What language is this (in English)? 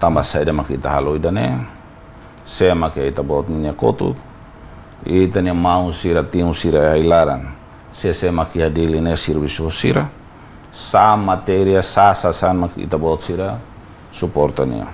Tetum